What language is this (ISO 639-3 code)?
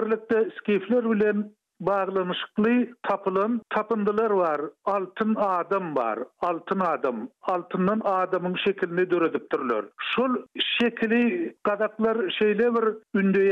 tuk